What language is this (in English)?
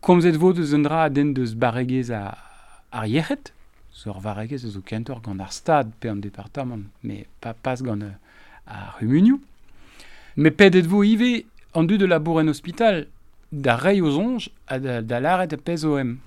Breton